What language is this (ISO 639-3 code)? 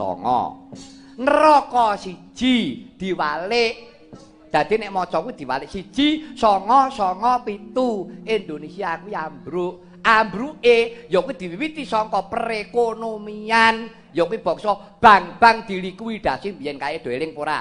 jav